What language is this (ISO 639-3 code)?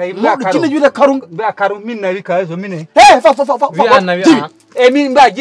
ful